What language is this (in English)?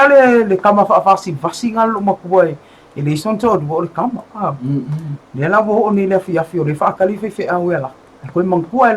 Samoan